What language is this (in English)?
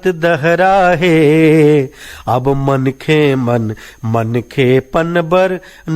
Chhattisgarhi